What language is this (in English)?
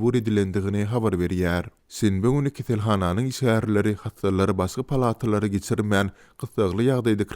Turkmen